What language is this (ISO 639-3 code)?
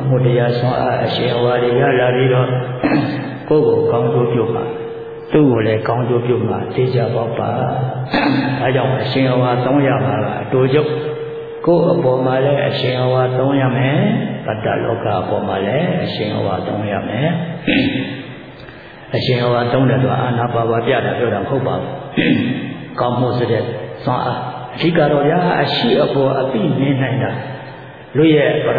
mya